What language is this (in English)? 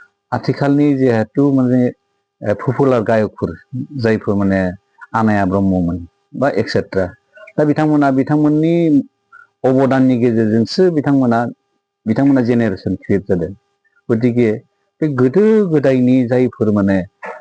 Bodo